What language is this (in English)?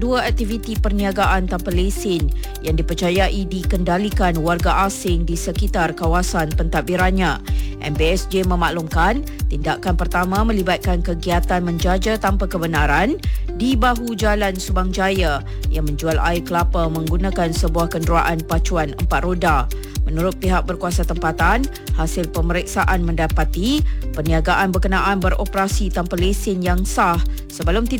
Malay